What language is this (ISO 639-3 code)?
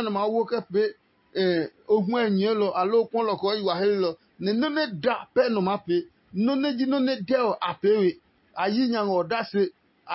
ada